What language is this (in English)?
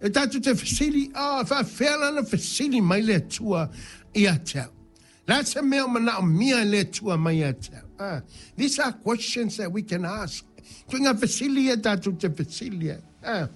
Samoan